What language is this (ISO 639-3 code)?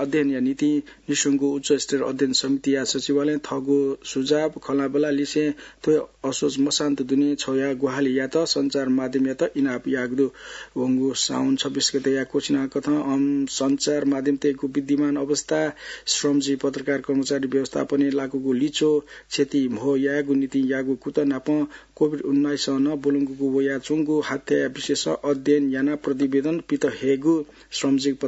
new